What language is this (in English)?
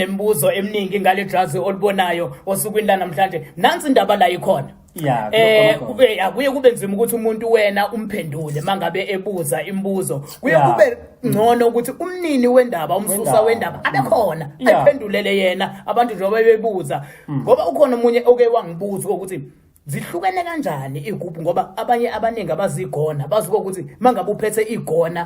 Zulu